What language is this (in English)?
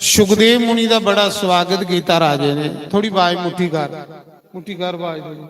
Dogri